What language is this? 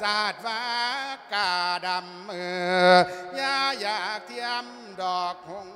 Lao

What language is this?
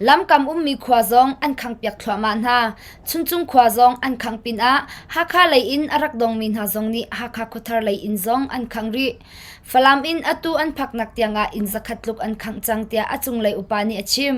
Hakha Chin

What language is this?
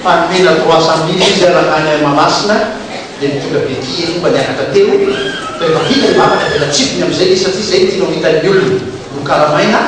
Malagasy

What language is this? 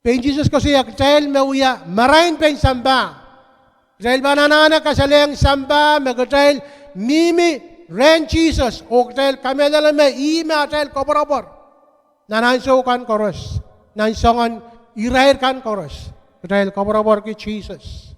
Pohnpeian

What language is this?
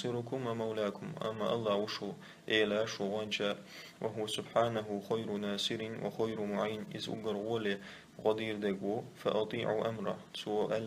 Chechen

